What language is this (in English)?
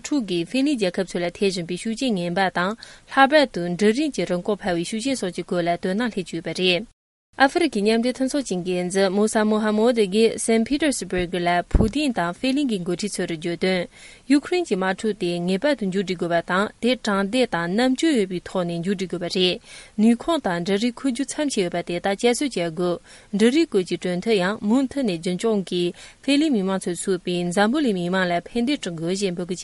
Tibetan